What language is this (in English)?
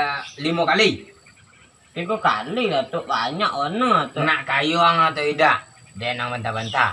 Minangkabau